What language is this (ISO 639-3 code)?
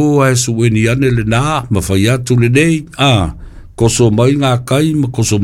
smo